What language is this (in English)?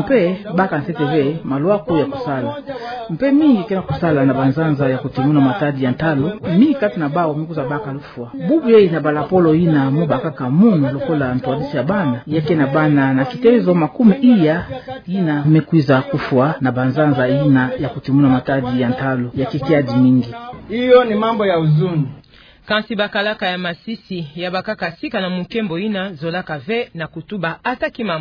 Kituba (Democratic Republic of Congo)